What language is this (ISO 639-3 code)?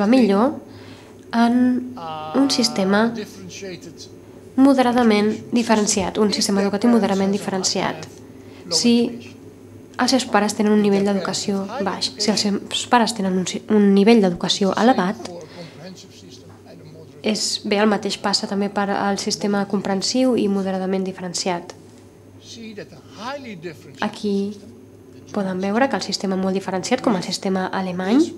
cat